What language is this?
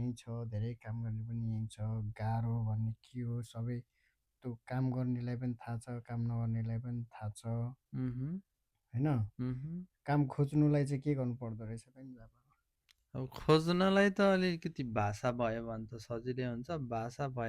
Nepali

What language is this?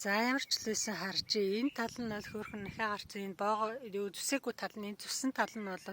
Mongolian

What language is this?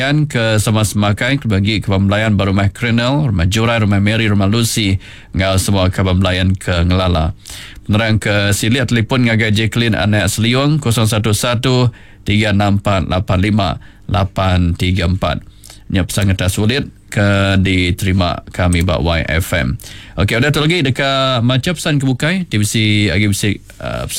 Iban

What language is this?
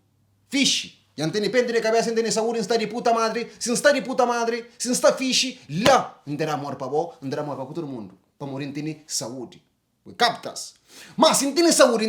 Kabuverdianu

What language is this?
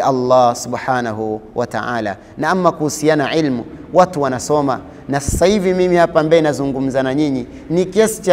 Swahili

